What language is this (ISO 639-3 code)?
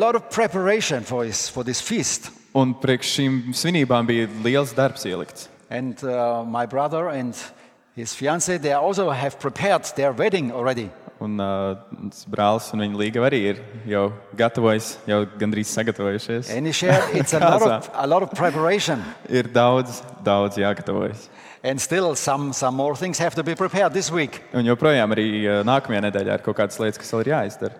lav